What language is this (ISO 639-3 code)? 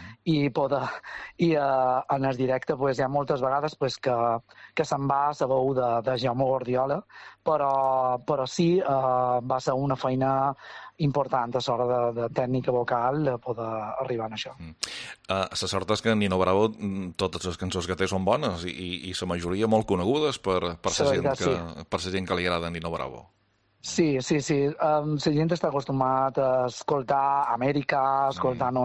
cat